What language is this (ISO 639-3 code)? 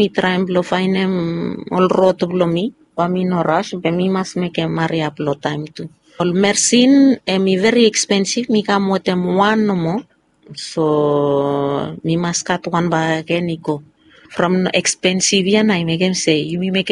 bis